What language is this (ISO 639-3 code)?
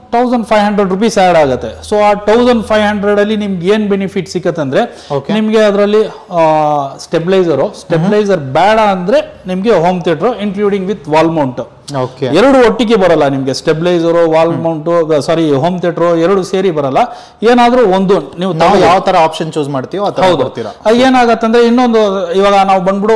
kan